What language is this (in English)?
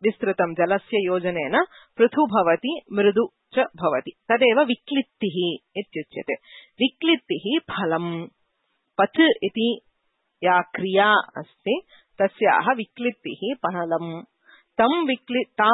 Sanskrit